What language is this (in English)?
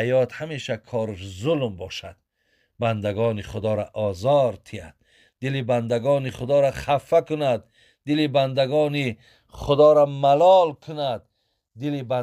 Tajik